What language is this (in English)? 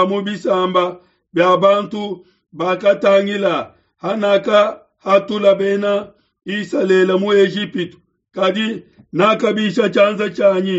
Luba-Lulua